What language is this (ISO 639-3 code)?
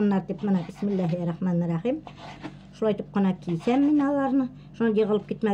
bak